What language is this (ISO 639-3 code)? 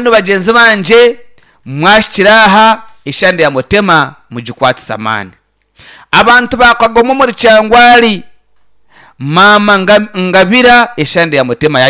nyn